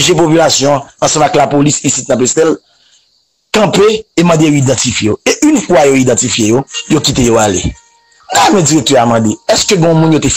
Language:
Haitian Creole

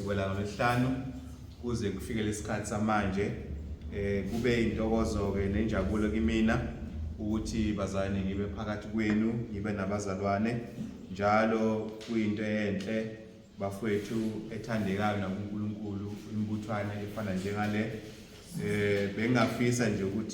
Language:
Zulu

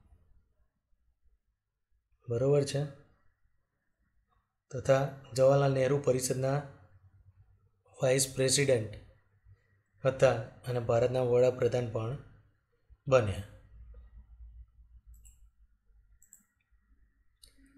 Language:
Gujarati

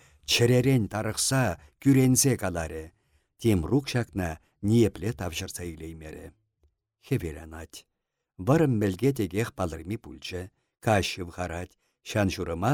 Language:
Chuvash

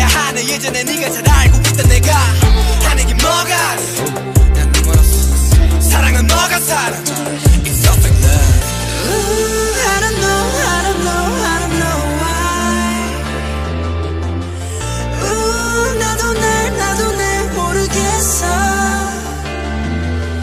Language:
Korean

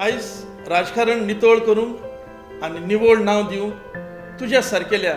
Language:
Konkani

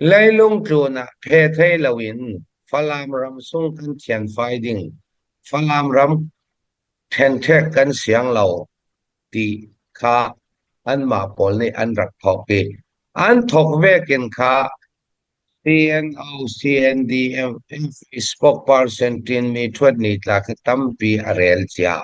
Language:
Falam Chin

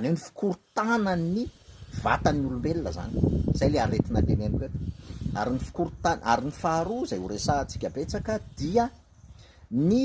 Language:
Malagasy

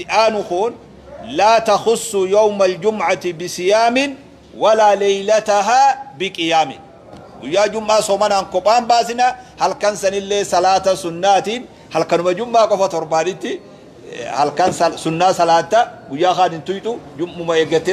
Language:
Oromo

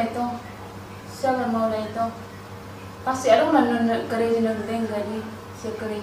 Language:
Batak Toba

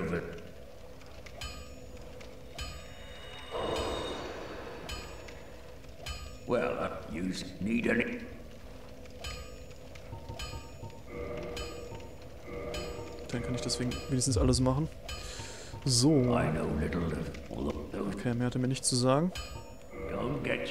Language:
German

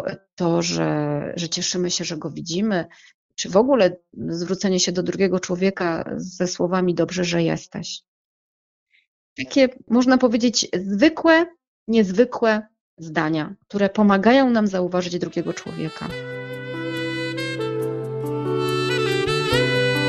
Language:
Polish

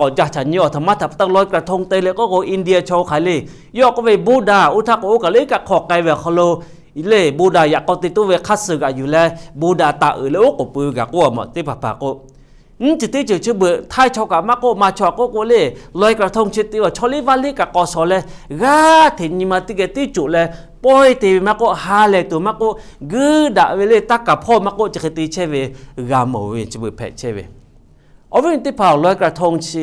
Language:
Lahu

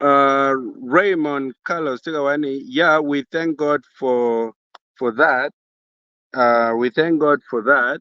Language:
Acoli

